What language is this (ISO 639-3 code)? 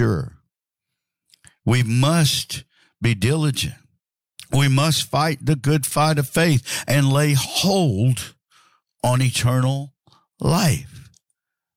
eng